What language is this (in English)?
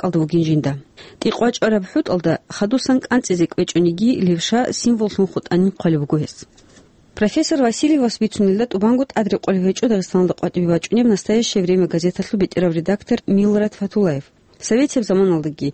Avaric